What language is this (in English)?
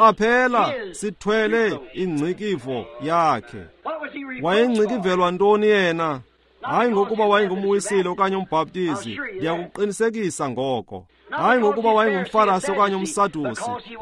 Xhosa